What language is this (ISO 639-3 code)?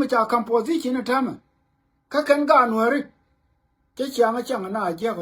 nus